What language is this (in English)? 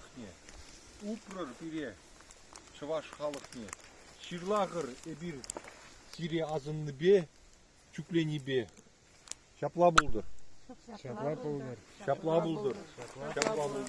Chuvash